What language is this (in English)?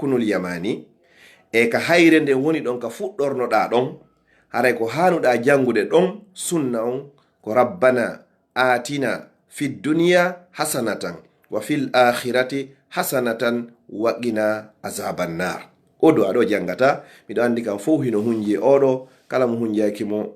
Fula